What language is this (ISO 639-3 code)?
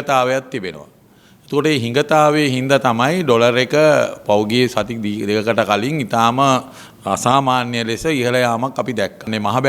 sin